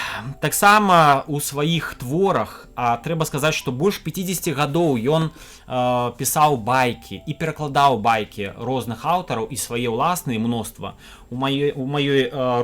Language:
Belarusian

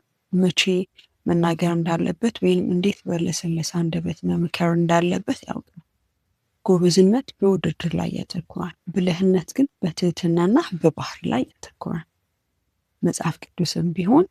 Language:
Amharic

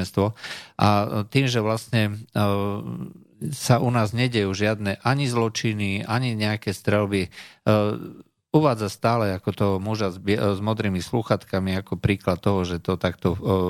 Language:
Slovak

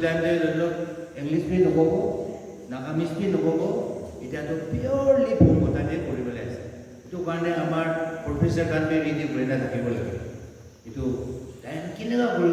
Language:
Naga Pidgin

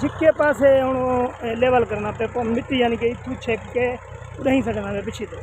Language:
Saraiki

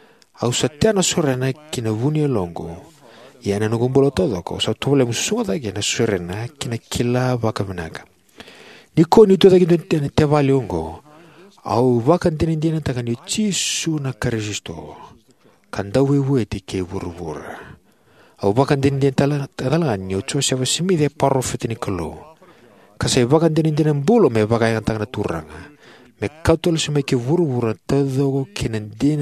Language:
Fijian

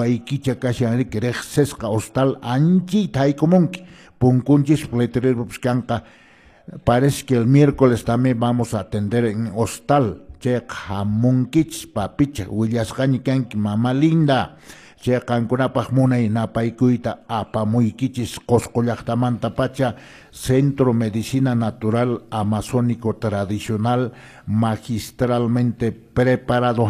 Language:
Quechua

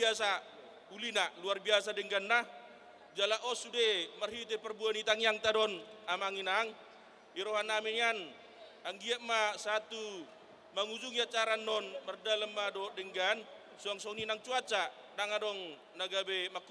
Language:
Batak Toba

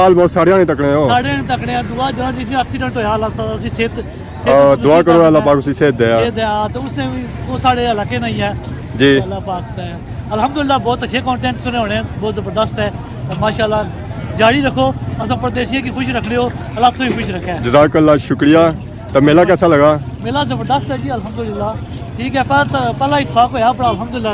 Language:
Pahari-Potwari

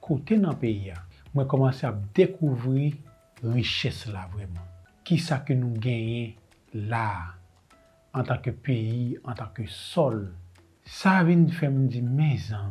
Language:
Haitian Creole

